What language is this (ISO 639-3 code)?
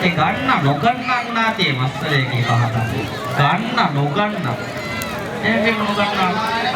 div